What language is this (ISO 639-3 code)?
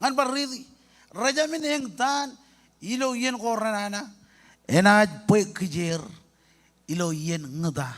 mah